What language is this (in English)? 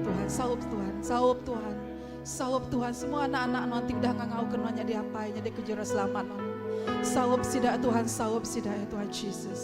Iban